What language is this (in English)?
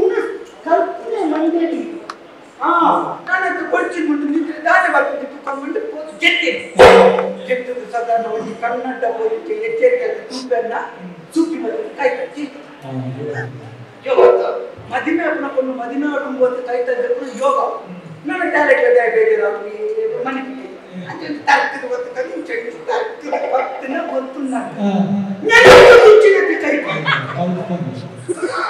Kannada